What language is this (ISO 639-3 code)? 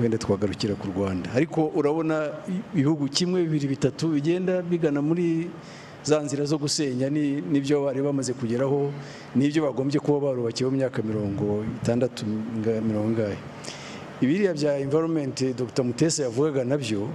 kin